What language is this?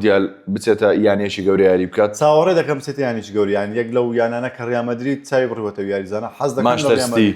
Central Kurdish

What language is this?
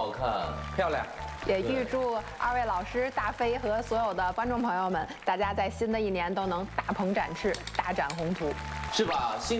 Chinese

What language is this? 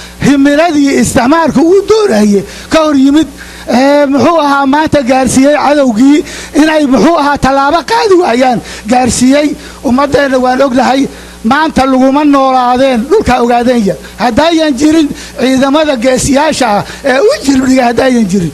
Somali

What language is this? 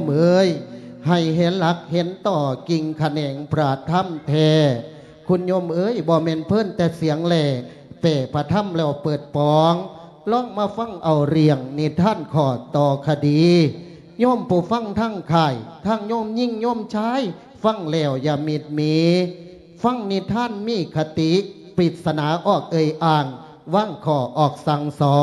Lao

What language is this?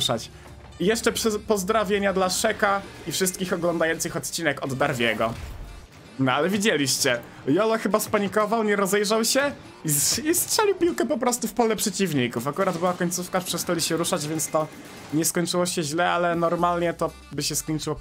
Polish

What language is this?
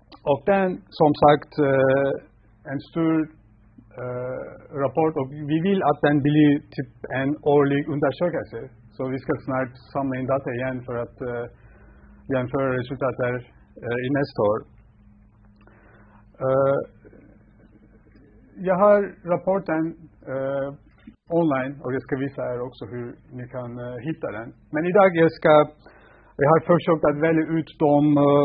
Swedish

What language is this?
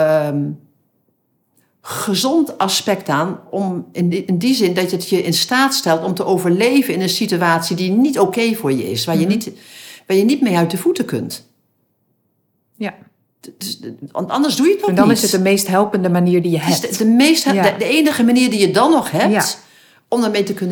Dutch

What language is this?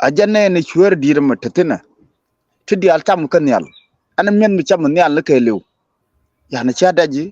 Nuer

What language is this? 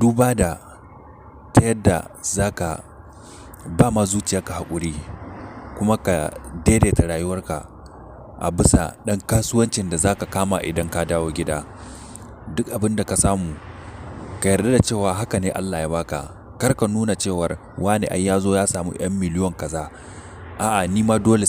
Hausa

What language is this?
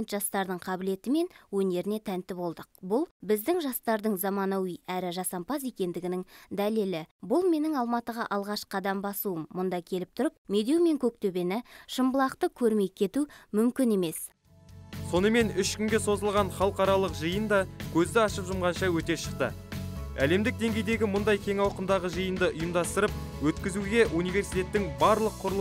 Kazakh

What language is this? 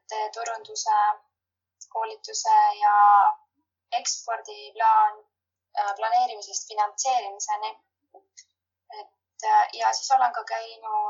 Estonian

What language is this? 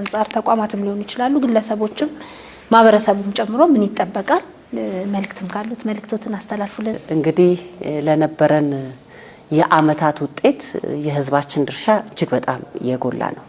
Amharic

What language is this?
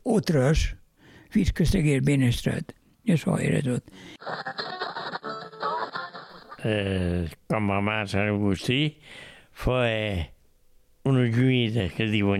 Catalan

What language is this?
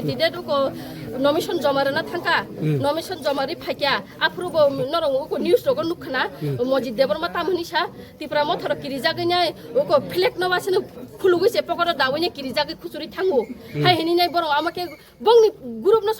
Kok Borok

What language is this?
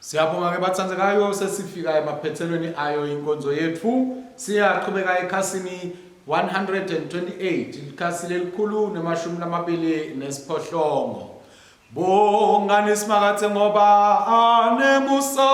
Swati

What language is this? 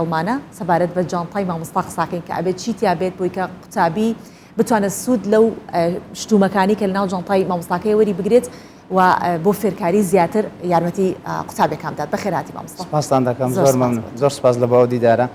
Central Kurdish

